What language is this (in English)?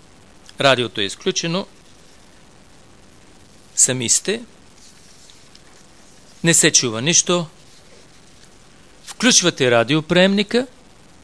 Bulgarian